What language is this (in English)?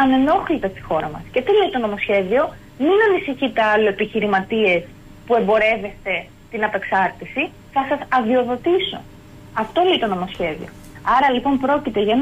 Greek